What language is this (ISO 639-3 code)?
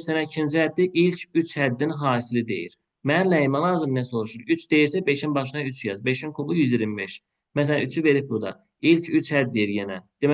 aze